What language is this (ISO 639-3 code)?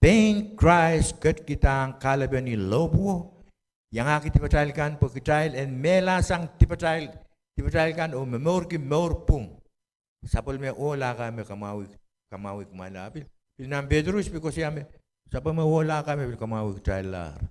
pon